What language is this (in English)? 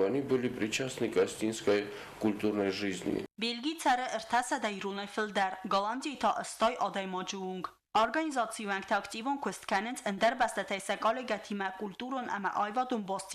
Ossetic